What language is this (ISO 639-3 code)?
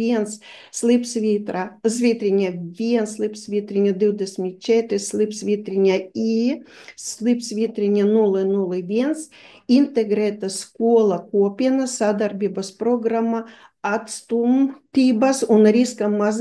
lav